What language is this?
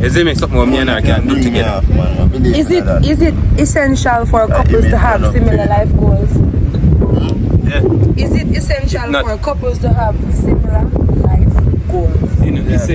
Jamaican Creole English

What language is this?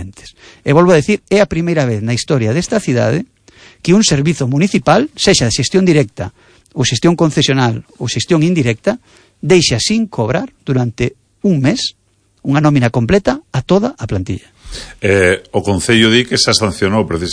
Galician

